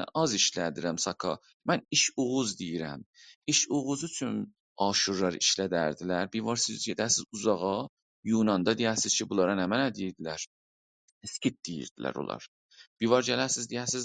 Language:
South Azerbaijani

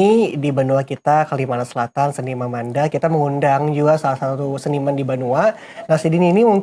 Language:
Banjar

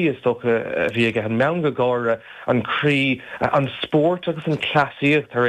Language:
Irish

